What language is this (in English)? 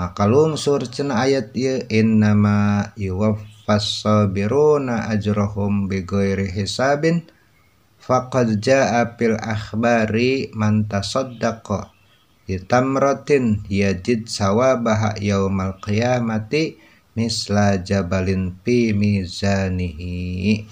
Sundanese